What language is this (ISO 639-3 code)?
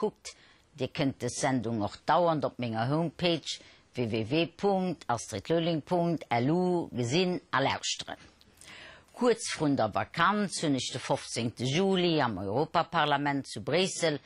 ltz